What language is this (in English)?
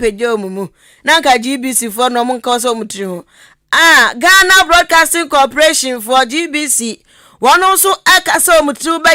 Akan